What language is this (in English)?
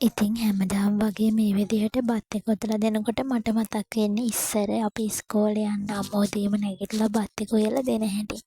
Sinhala